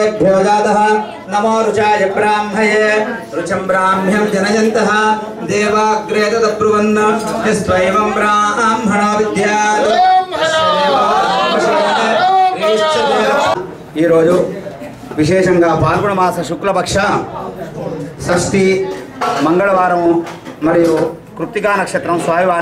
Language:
Telugu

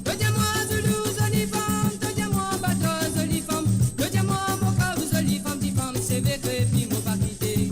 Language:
Morisyen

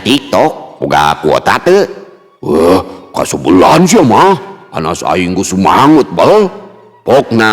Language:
Sundanese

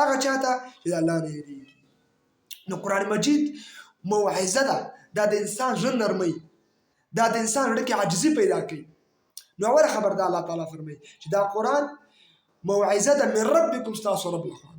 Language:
Pashto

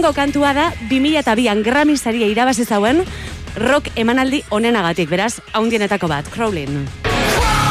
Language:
Basque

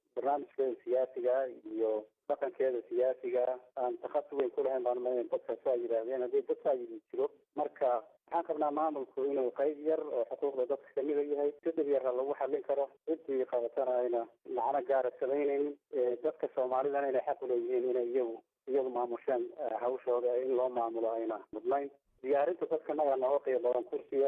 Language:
Somali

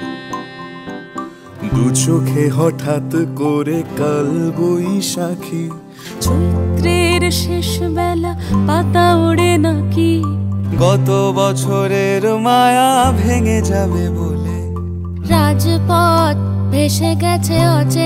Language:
Bangla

